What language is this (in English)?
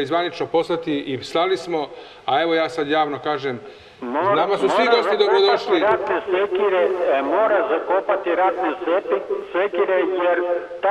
Serbian